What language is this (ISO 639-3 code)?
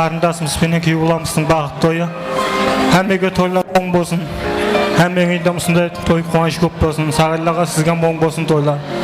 kaa